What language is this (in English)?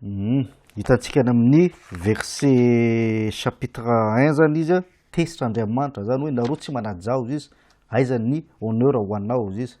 Malagasy